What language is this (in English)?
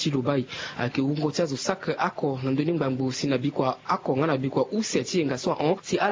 Sango